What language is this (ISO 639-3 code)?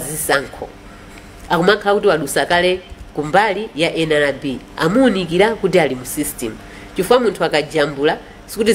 nya